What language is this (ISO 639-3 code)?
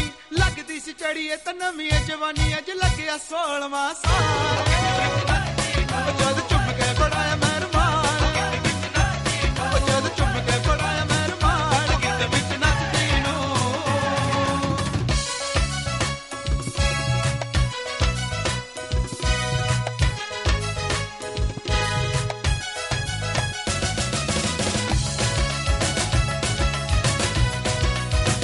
pan